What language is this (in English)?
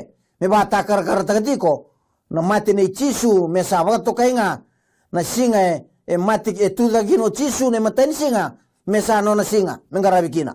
Fijian